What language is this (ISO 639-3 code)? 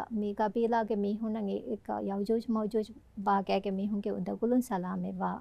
div